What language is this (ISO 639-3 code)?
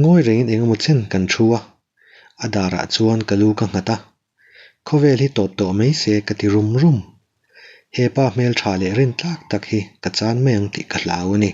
lus